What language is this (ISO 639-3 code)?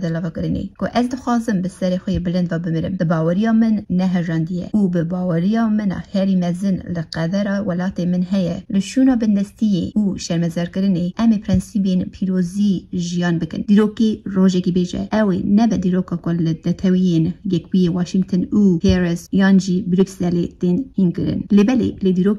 kur